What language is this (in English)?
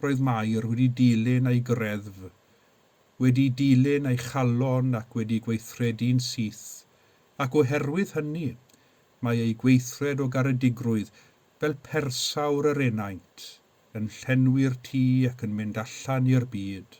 Welsh